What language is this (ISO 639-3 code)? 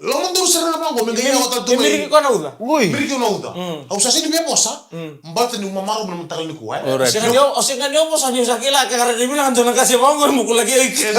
fij